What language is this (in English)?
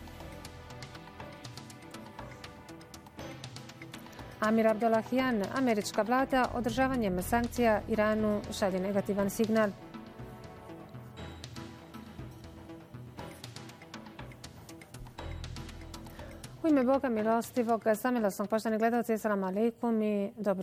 Bosnian